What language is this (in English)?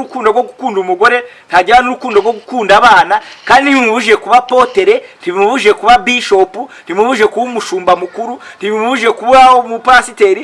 Kinyarwanda